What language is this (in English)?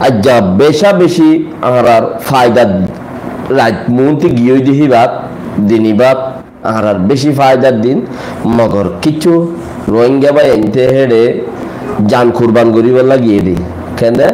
Rohingya